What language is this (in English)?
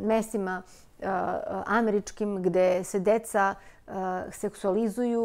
Serbian